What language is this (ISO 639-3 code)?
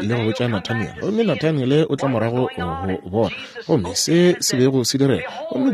nso